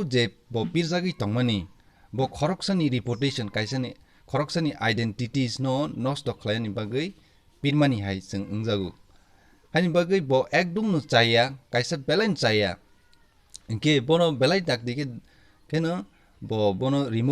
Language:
Kok Borok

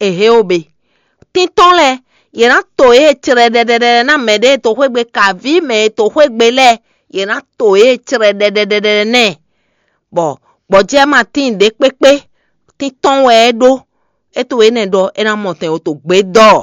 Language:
Fon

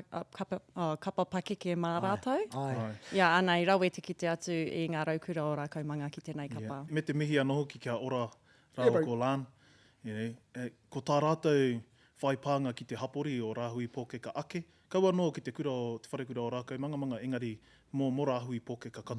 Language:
Māori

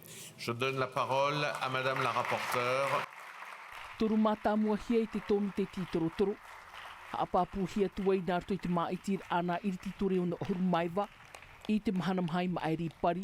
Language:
Tahitian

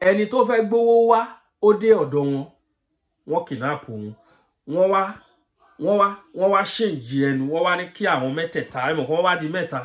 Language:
Yoruba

